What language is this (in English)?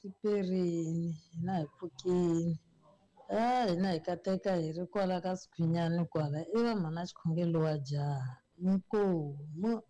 Tsonga